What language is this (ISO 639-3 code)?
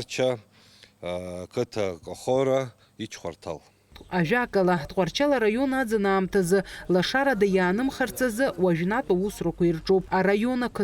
abk